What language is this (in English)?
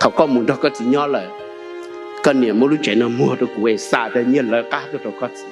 Hmong